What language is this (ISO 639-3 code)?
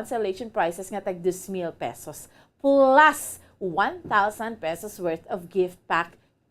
hil